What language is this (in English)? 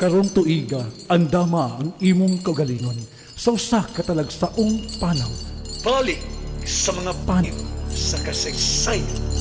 Cebuano